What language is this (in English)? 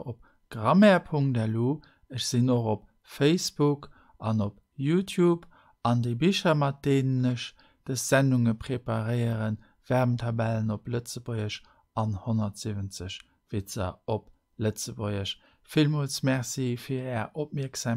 Luxembourgish